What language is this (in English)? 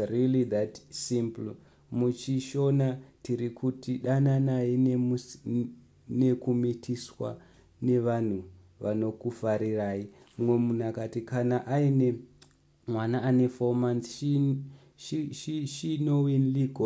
Shona